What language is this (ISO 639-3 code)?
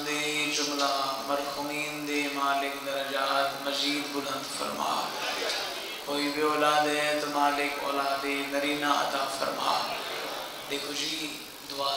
skr